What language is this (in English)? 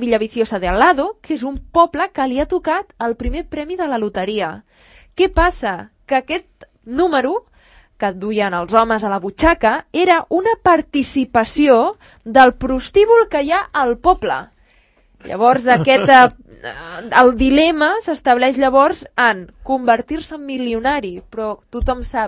Catalan